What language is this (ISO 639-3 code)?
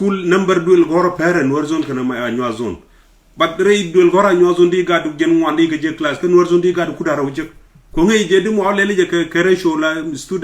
nus